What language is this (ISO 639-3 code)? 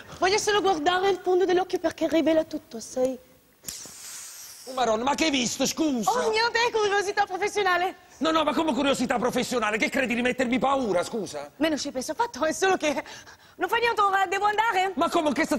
ita